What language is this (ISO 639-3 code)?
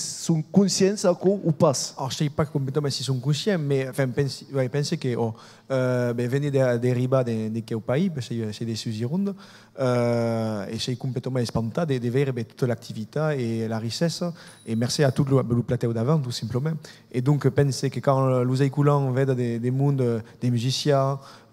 oci